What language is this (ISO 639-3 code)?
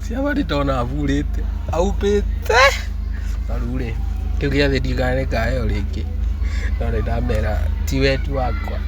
kik